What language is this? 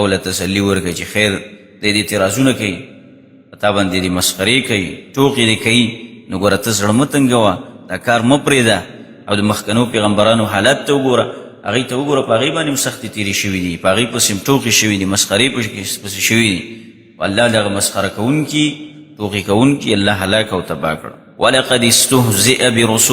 Pashto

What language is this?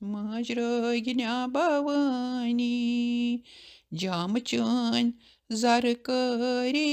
Kashmiri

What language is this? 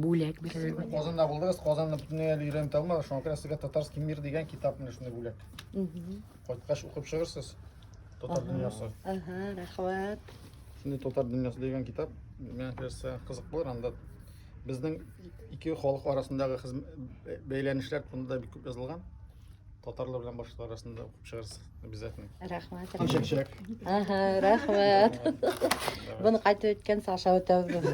Bashkir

